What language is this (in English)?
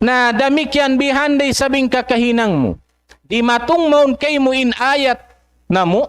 Tausug